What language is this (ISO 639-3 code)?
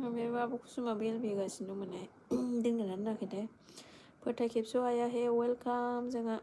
brx